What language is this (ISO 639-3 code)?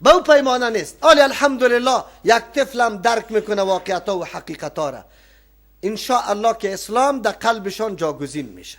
fas